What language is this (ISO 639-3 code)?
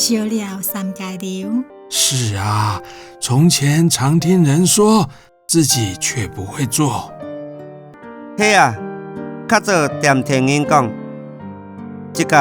hak